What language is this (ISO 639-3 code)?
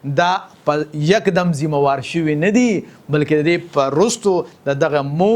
pus